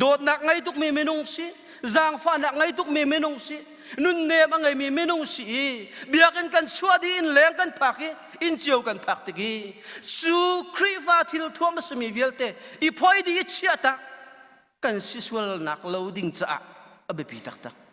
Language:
Hakha Chin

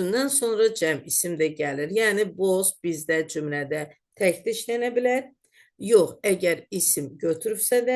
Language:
Azerbaijani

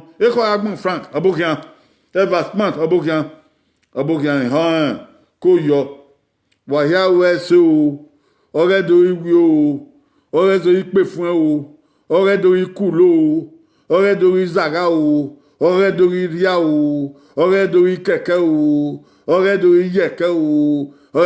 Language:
Bini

